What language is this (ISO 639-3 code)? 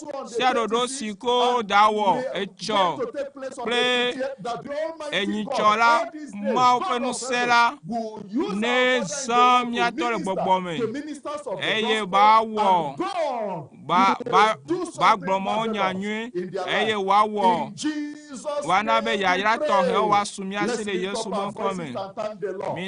ewe